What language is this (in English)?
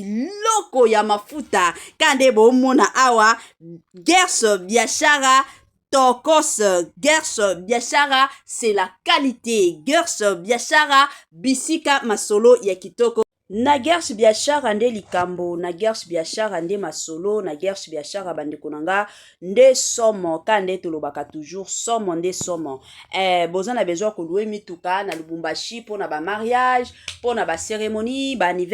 Lingala